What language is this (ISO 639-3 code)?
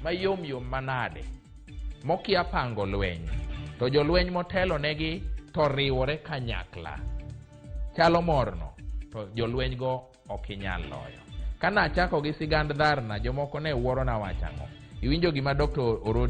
luo